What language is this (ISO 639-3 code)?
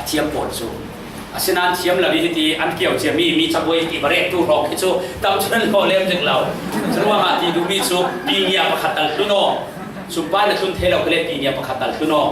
cfm